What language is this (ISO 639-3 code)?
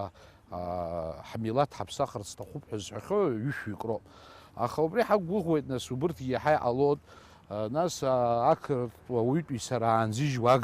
abk